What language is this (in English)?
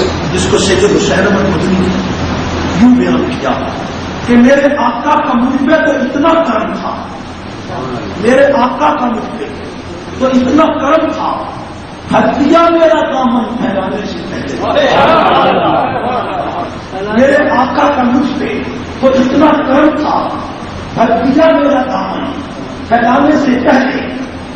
Urdu